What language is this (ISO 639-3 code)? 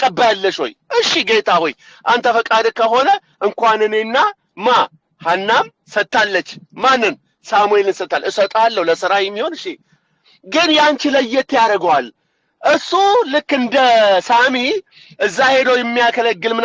amh